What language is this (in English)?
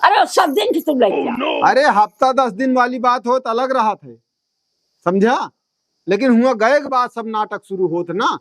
Awadhi